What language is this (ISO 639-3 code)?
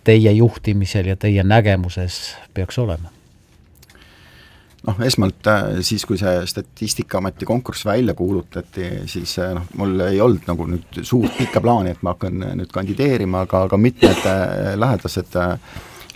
est